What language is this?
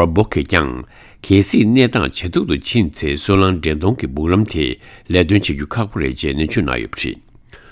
Tibetan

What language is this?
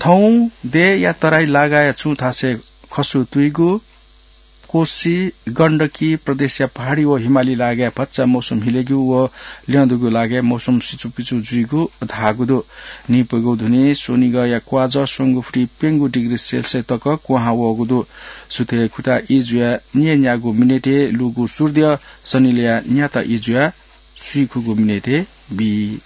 Newari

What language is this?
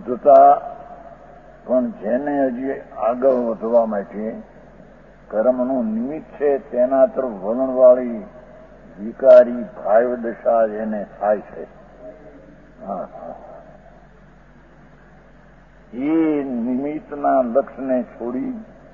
Gujarati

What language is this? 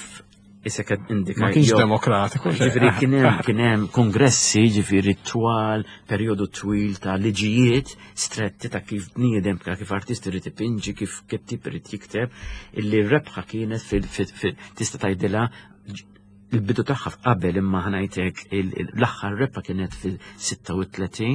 Maltese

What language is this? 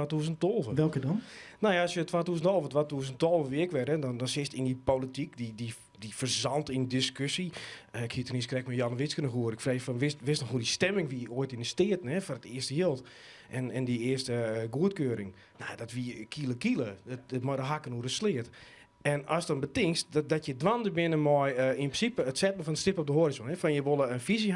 Western Frisian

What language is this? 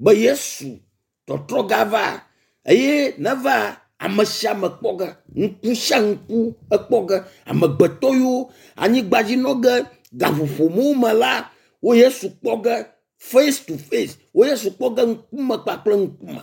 Ewe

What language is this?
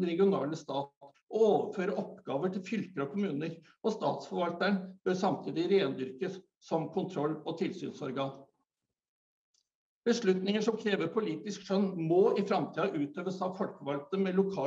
Norwegian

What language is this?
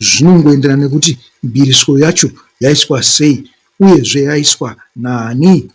Shona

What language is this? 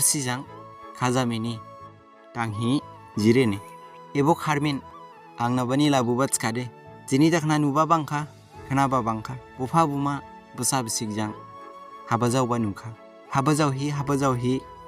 Dimasa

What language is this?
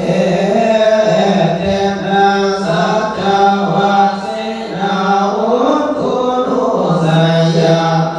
Pali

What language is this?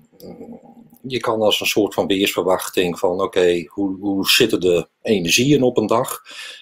Dutch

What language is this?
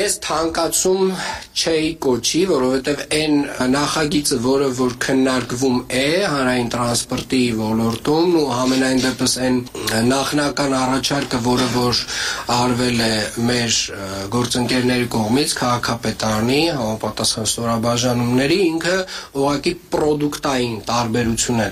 Armenian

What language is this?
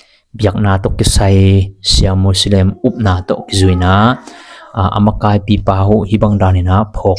Tedim Chin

